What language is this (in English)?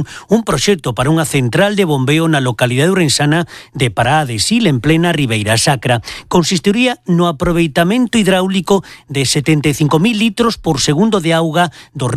Galician